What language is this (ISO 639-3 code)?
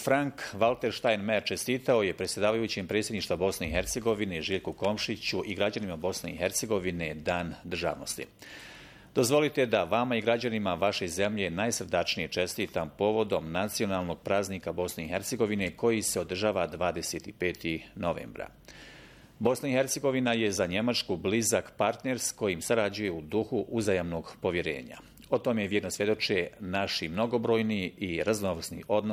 bos